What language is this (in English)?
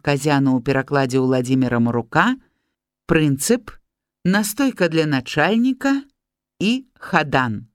Belarusian